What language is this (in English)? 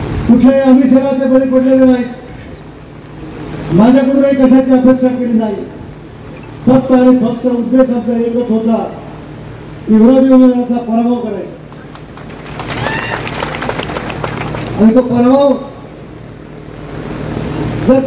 Marathi